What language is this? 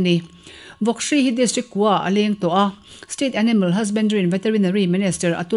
Mizo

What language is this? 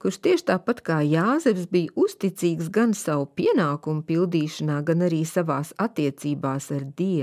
Latvian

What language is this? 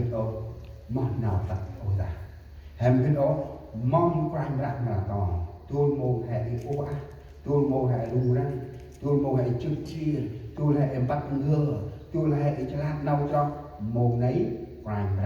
Central Mnong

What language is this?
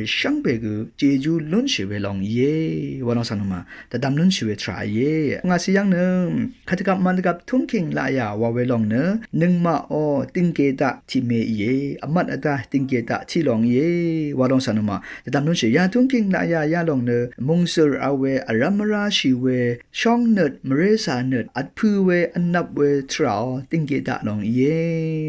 Rawang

